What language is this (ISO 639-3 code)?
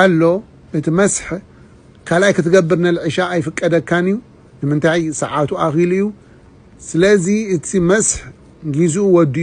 tir